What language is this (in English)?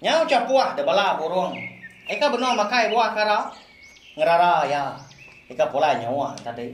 Iban